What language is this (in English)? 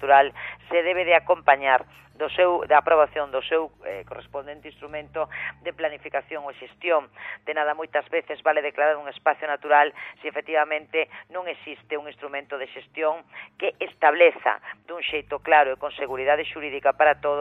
Galician